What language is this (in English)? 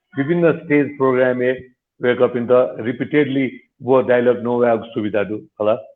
Newari